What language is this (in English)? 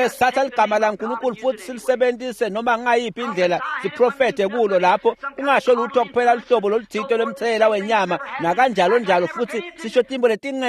Swati